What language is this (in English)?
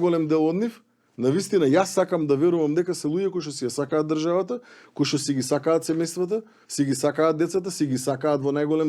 Macedonian